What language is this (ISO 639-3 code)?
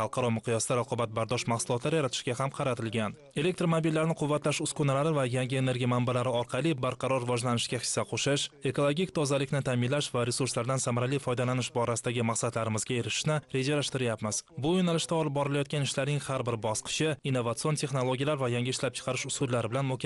uzb